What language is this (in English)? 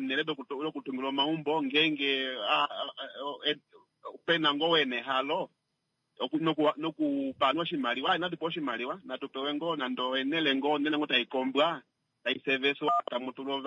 Kuanyama